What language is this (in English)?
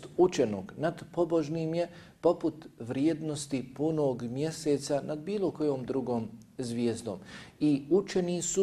Bosnian